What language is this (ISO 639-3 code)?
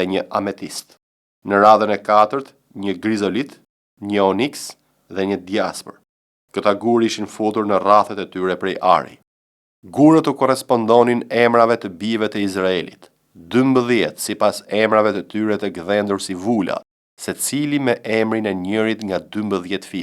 sqi